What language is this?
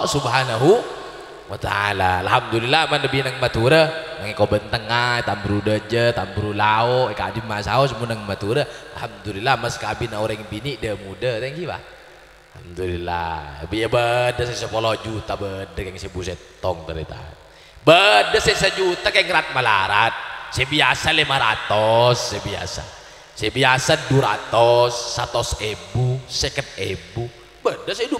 Madurese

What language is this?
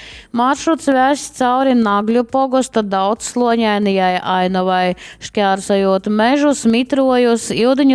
Latgalian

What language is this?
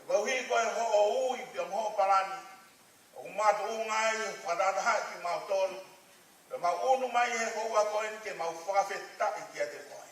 Tongan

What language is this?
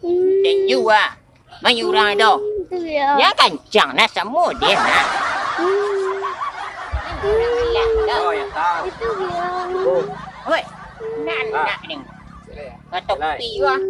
Minangkabau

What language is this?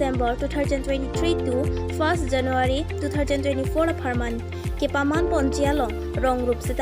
Karbi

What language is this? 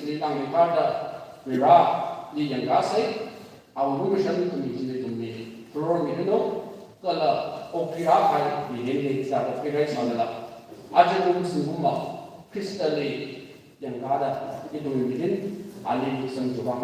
Tangkhul Naga (India)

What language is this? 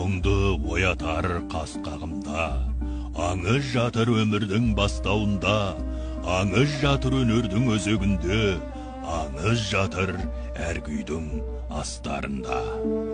Kazakh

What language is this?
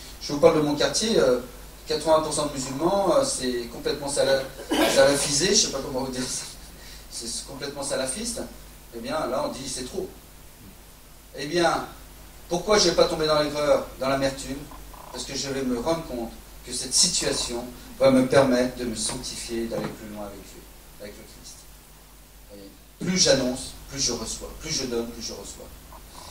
French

